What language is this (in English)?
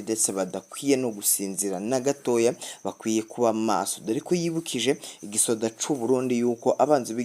Rundi